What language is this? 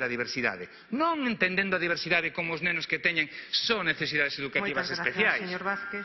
Galician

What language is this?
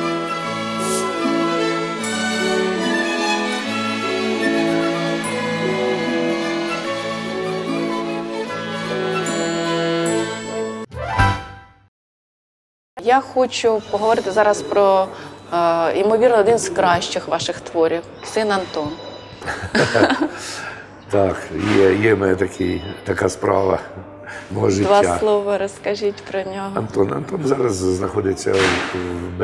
Ukrainian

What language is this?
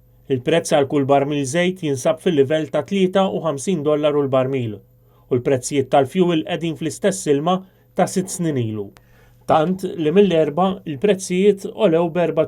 Maltese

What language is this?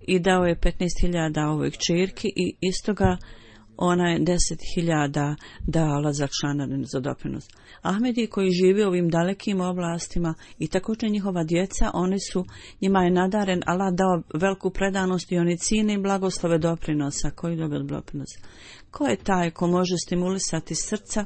Bosnian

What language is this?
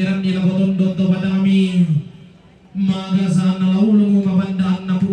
Toraja-Sa'dan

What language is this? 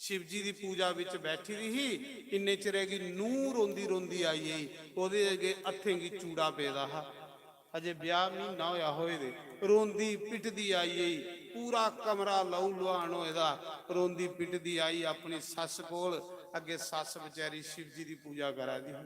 Dogri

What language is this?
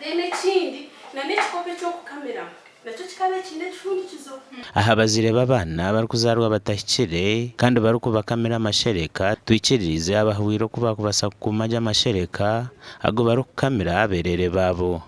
Nyankole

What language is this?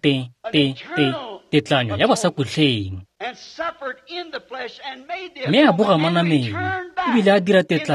Tswana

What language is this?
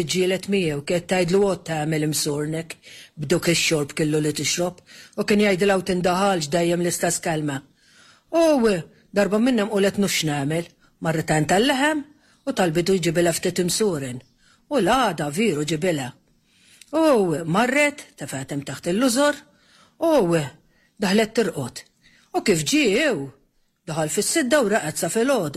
Maltese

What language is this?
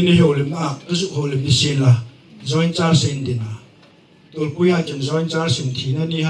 Hmar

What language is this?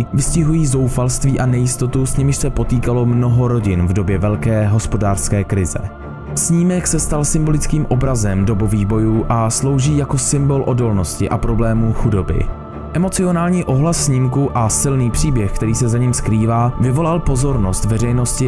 Czech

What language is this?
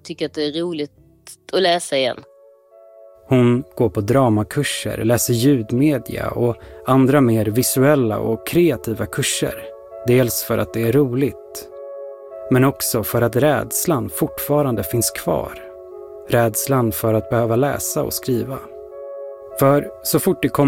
Swedish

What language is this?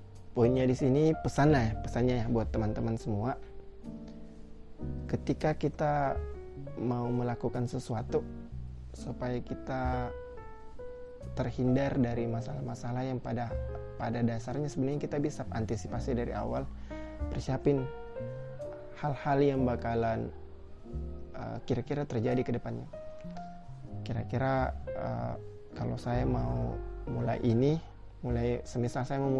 Indonesian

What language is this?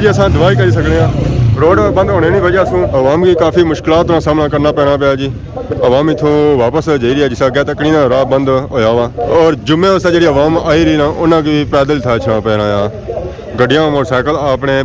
Pahari-Potwari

